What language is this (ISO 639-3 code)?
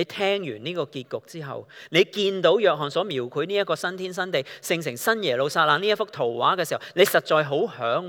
yue